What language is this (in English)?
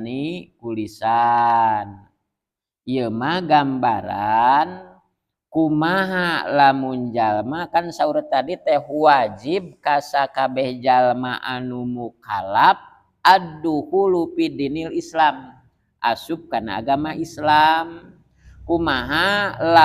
Sundanese